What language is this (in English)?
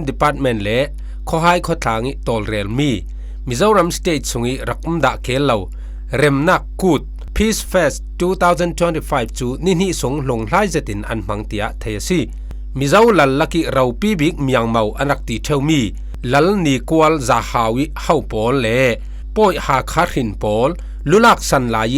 Falam Chin